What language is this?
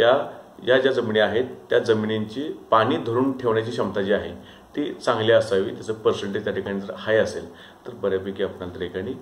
Marathi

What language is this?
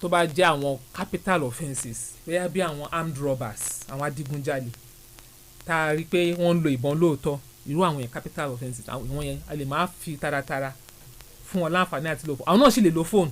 Yoruba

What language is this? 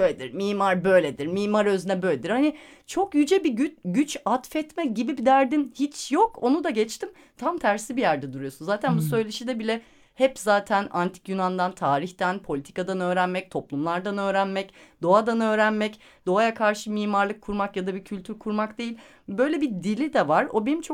Turkish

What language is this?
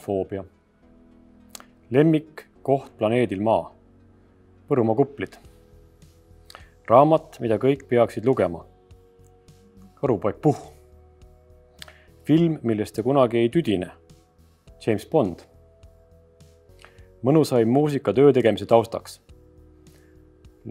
Estonian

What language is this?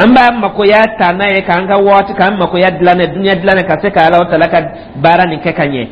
Dyula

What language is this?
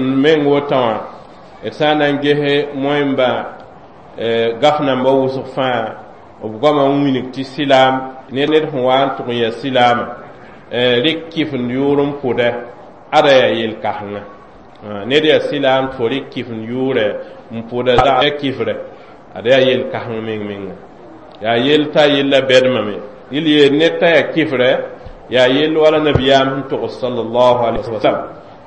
Mossi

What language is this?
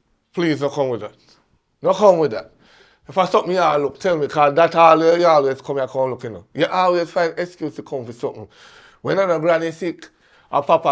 Jamaican Creole English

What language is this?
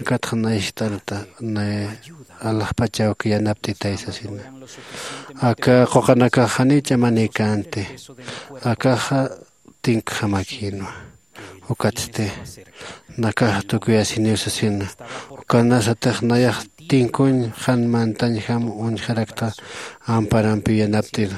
Aymara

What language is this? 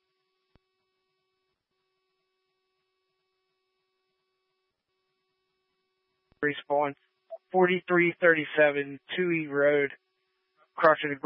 English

